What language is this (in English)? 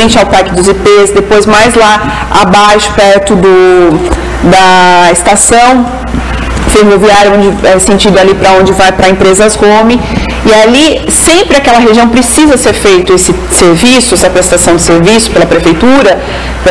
Portuguese